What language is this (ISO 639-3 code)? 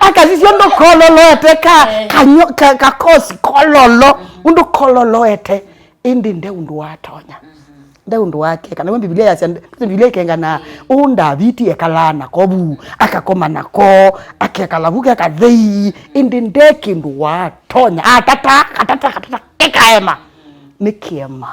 kam